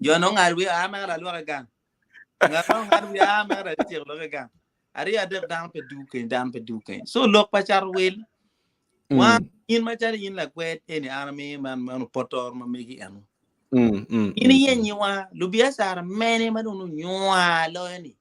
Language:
Acoli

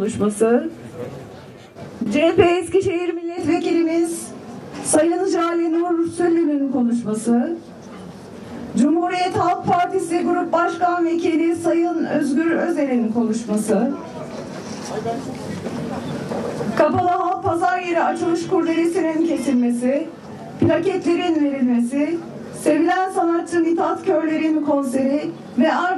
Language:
Turkish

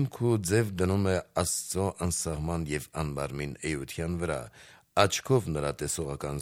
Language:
Armenian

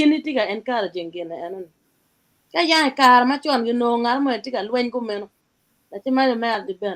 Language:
Acoli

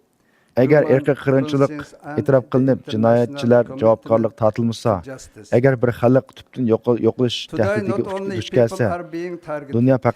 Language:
Uyghur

